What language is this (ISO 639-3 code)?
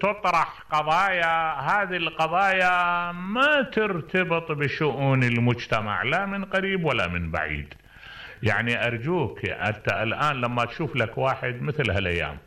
acm